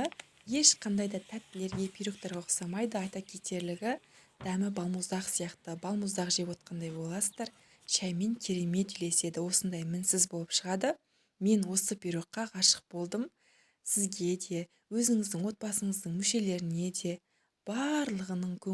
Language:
Kazakh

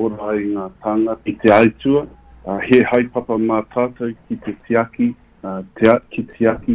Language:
Māori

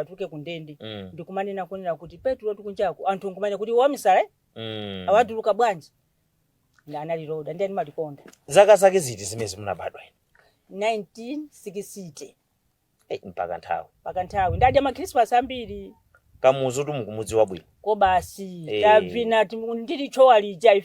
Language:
Nyanja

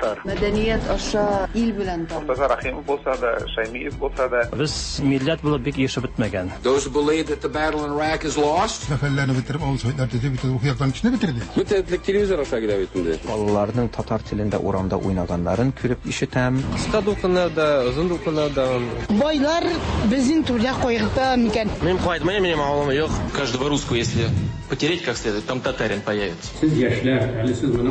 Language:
Tatar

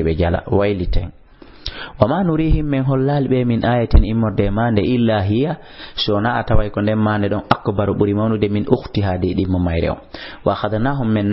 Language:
Fula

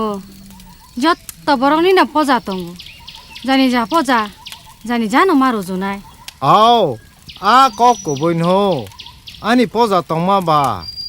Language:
Kok Borok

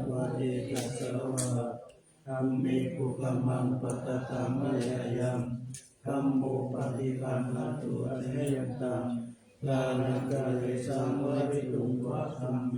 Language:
Pali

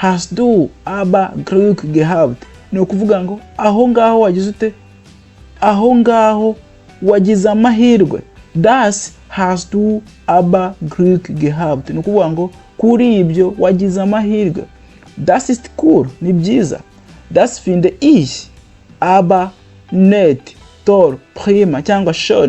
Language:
Kinyarwanda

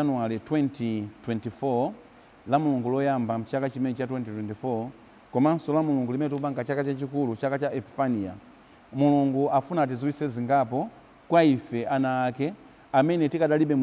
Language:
Nyanja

